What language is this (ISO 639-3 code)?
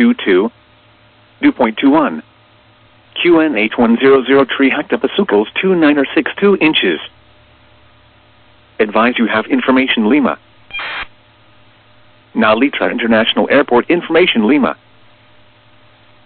eng